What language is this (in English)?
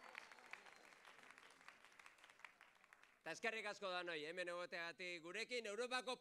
Basque